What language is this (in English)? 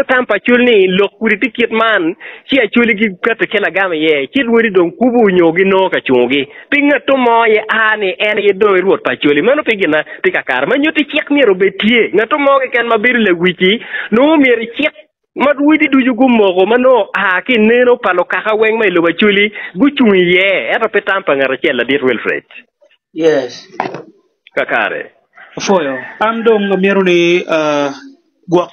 Acoli